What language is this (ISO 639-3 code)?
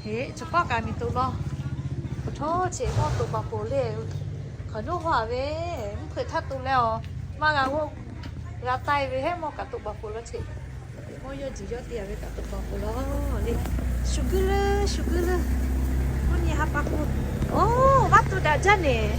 lhu